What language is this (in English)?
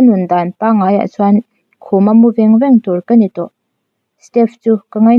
Mizo